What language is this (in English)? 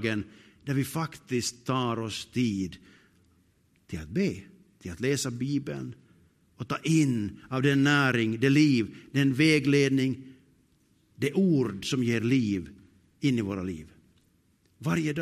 Swedish